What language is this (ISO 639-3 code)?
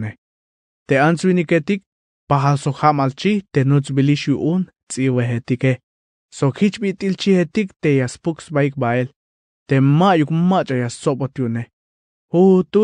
tzh